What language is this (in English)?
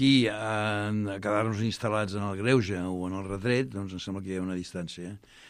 Catalan